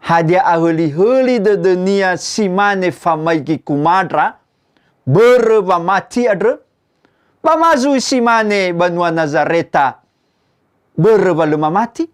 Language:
Nias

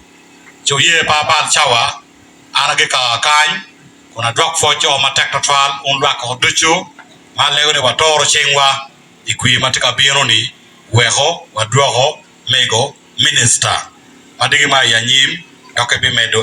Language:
Acoli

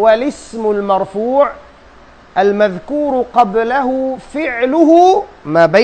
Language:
Tausug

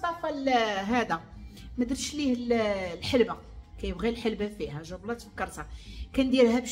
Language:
Moroccan Arabic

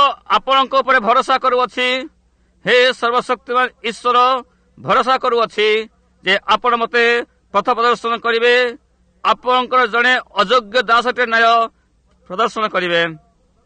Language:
Odia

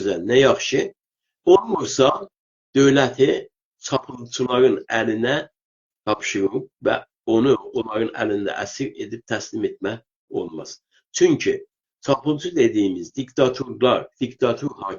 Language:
South Azerbaijani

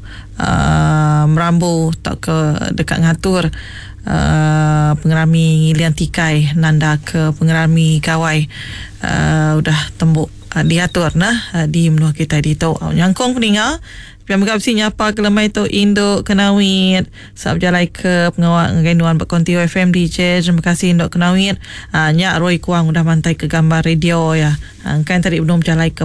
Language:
Iban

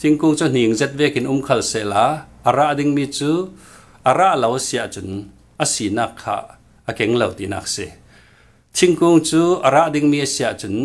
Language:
Falam Chin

